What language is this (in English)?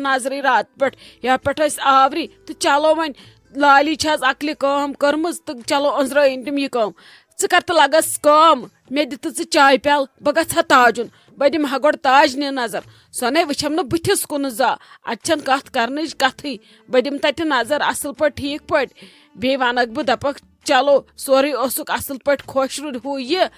Kashmiri